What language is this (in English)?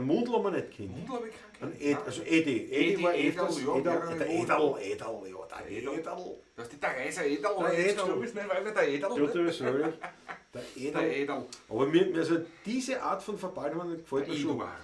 Bavarian